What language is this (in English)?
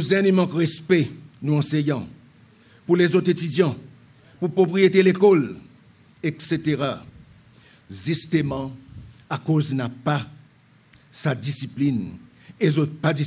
Seselwa Creole French